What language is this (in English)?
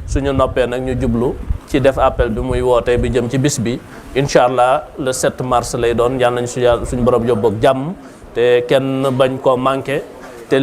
Wolof